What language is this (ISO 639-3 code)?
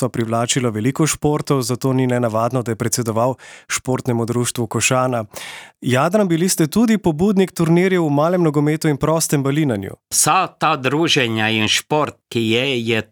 slv